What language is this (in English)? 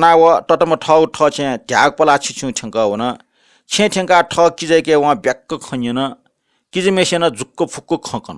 Newari